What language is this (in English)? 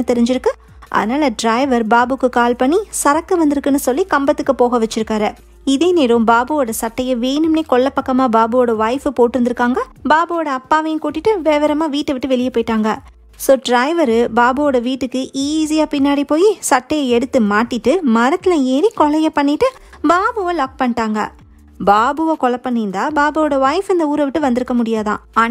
Tamil